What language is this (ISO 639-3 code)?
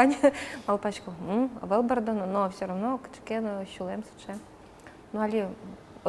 udm